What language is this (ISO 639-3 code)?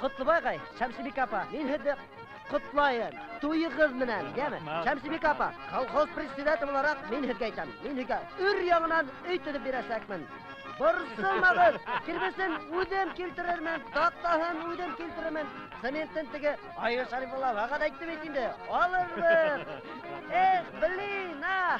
bak